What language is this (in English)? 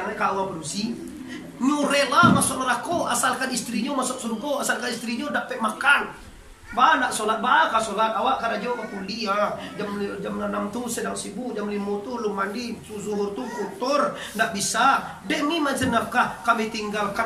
Minangkabau